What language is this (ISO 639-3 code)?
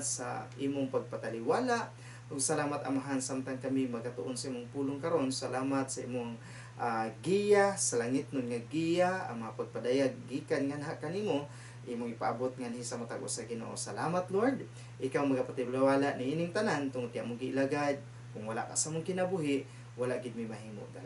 ceb